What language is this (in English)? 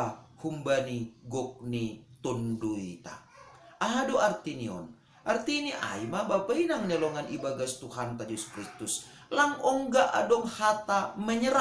Batak Simalungun